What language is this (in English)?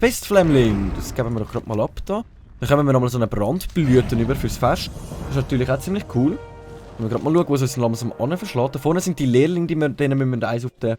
Swiss German